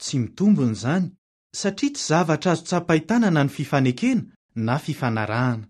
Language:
Malagasy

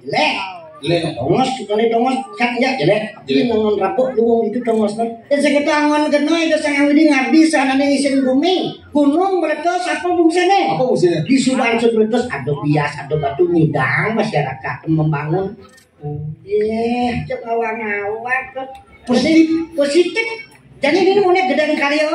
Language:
Balinese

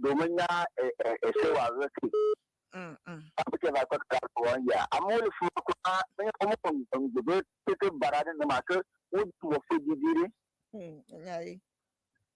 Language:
Ewe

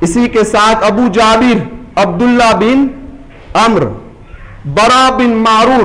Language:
Urdu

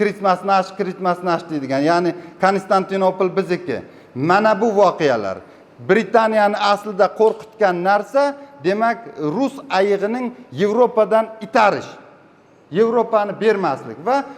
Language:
Uzbek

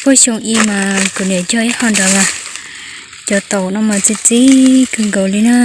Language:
Hmong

